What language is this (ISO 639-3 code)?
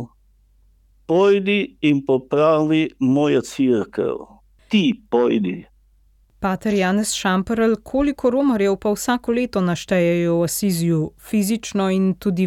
slv